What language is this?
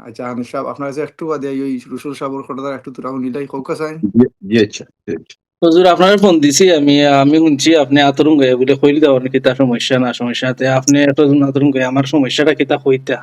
Sylheti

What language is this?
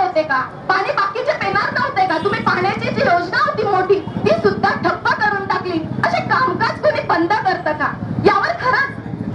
Marathi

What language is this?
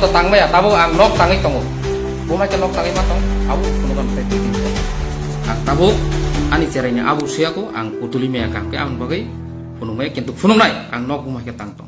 Kok Borok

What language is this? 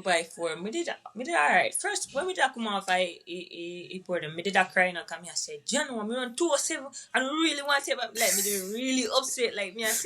Jamaican Creole English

